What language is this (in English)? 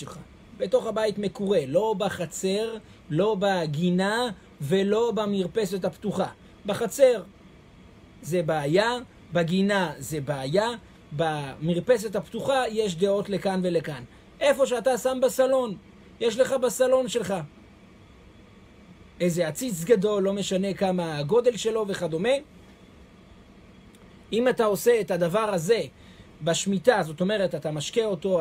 Hebrew